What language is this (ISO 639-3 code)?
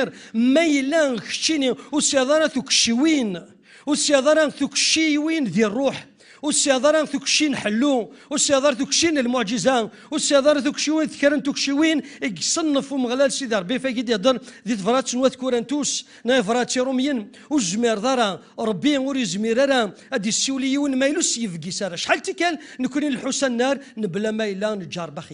kab